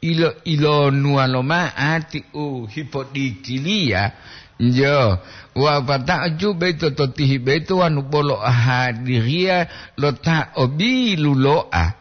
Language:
Gorontalo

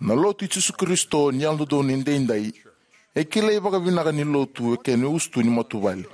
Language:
Fijian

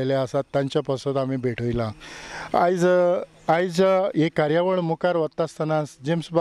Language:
Konkani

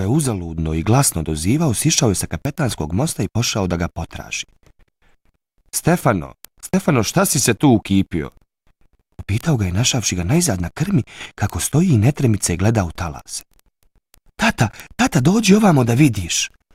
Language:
Bosnian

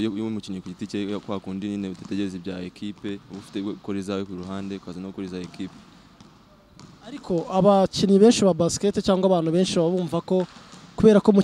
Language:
Kinyarwanda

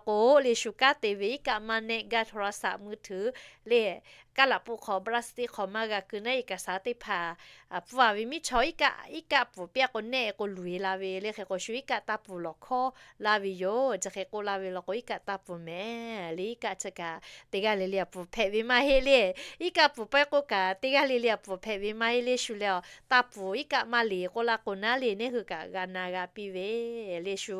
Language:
Lahu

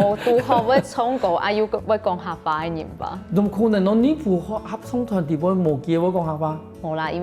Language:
Hakka Chinese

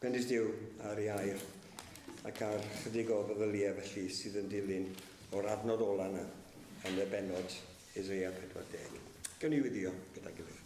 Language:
Welsh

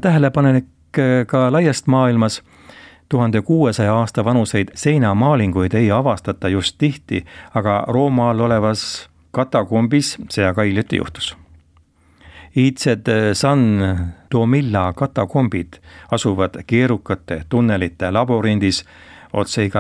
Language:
Estonian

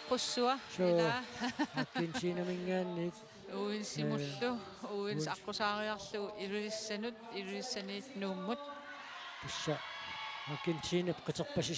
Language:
Kalaallisut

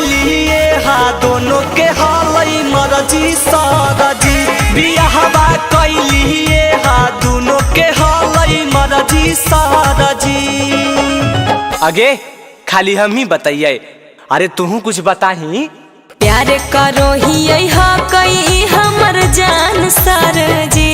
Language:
Magahi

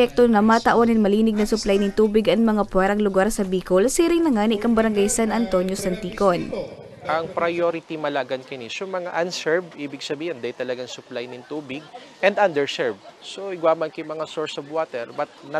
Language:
Bikol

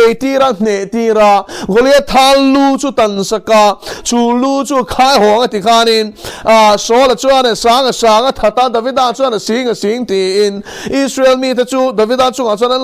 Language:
Mizo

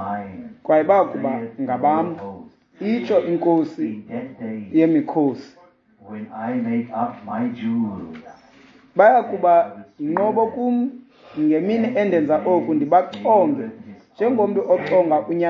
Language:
Xhosa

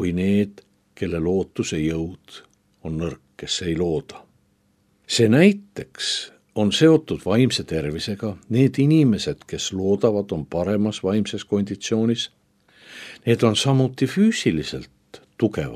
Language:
Estonian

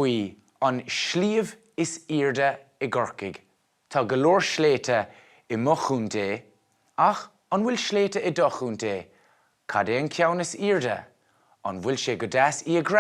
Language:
Irish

